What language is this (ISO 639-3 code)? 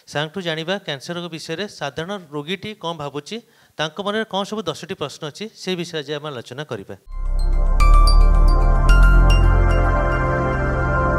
ori